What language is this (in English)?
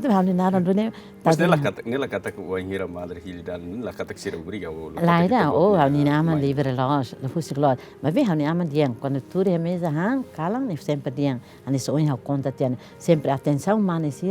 Tetum